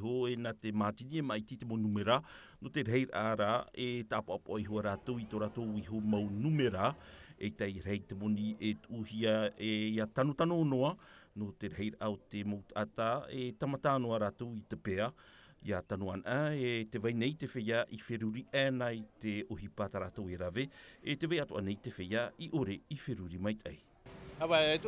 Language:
Tahitian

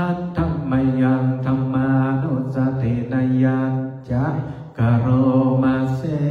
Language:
Pali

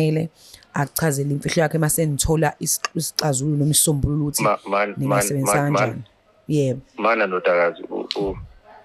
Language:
Zulu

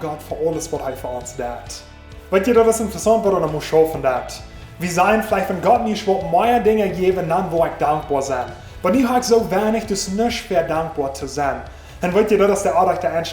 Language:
Plautdietsch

